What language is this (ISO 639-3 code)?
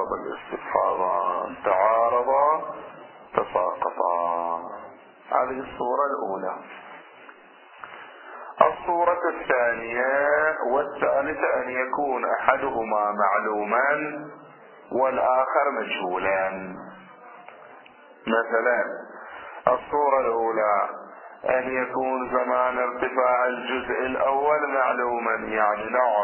ara